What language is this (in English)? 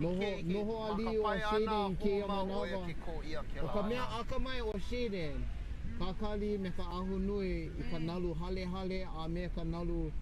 Hawaiian